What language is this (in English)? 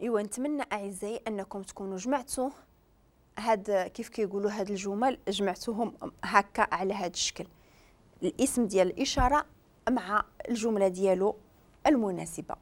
Moroccan Arabic